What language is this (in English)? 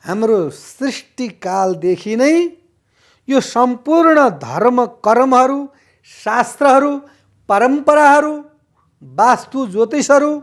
Nepali